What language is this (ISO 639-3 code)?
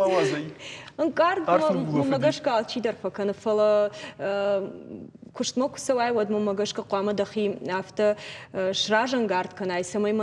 oss